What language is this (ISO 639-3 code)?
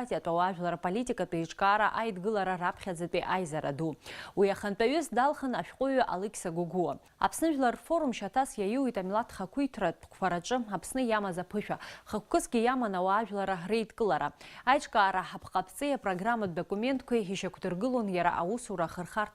abk